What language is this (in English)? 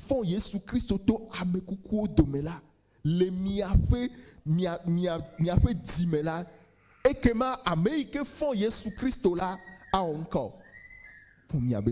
Ewe